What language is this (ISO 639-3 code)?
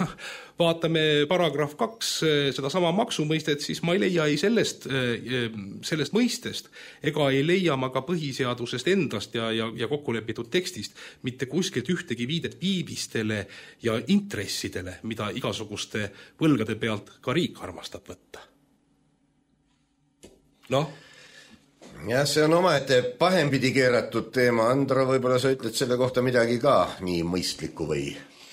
est